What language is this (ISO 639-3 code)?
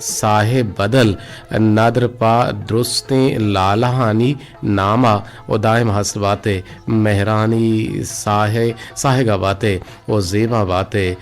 bgp